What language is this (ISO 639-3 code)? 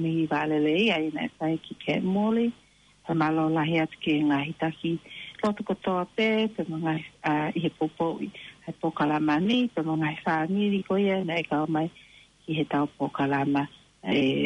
ton